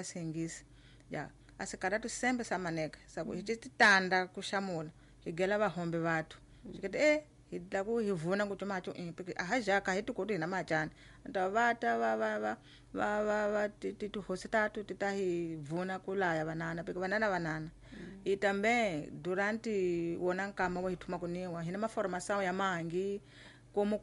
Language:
Tsonga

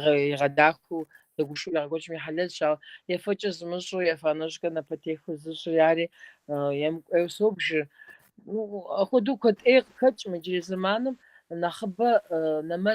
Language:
Kabardian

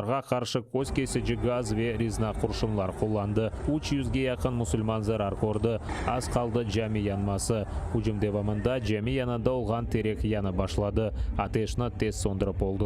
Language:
Crimean Tatar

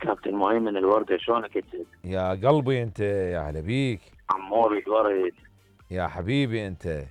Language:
Mesopotamian Arabic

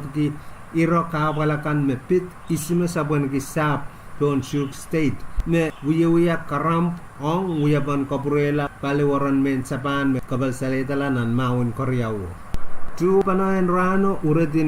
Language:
Pohnpeian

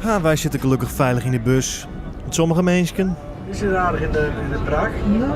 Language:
Western Frisian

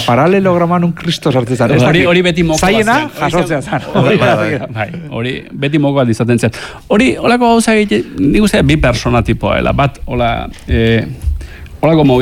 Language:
Basque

